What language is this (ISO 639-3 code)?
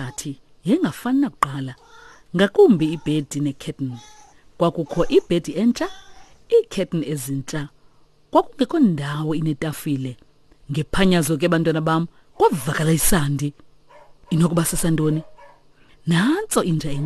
xho